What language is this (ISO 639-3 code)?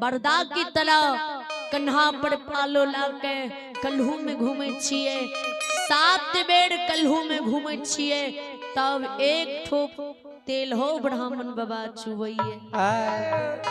mai